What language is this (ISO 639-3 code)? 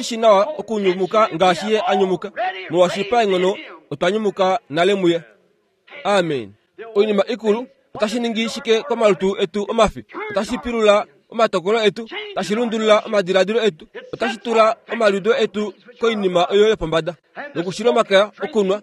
kua